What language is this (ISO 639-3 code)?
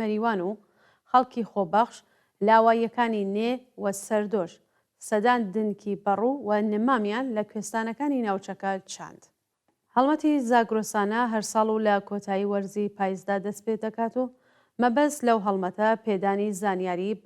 ckb